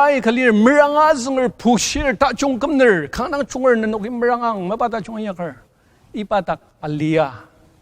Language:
Ao Naga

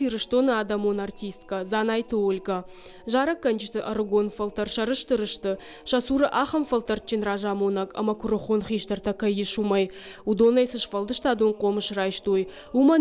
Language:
Ossetic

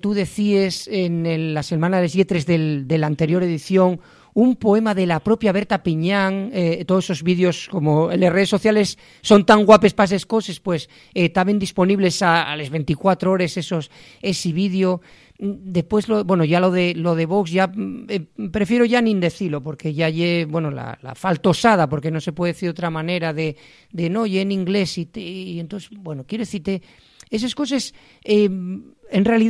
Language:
Asturian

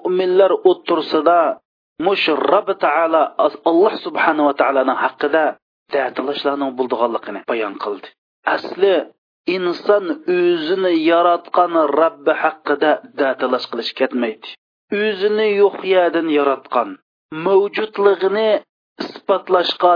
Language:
Uyghur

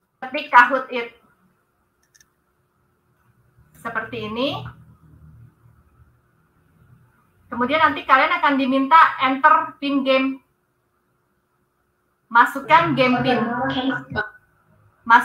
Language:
Indonesian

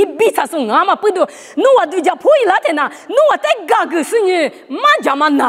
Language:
Lisu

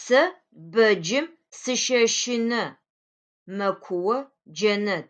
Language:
Adyghe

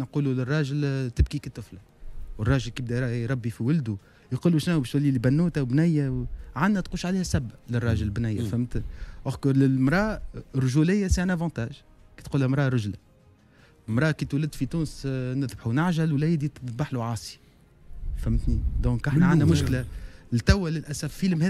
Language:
Tunisian Arabic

